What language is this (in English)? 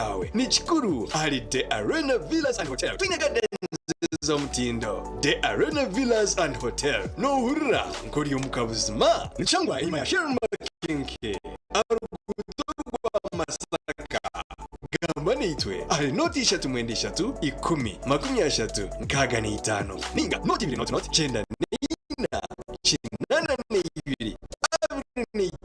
Nyankole